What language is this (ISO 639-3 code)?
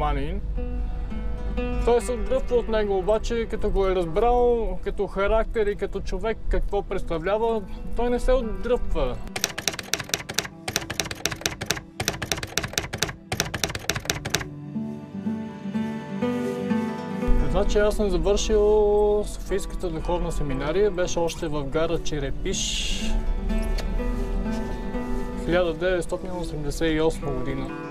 bul